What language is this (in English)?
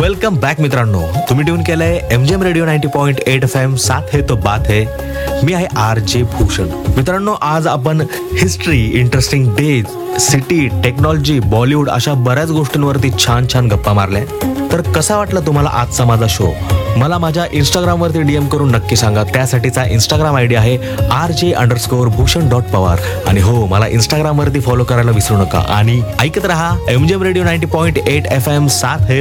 Marathi